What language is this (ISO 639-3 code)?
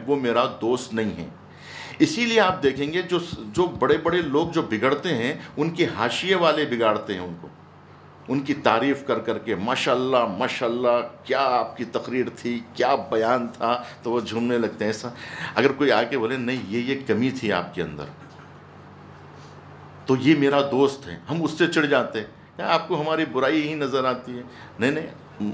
urd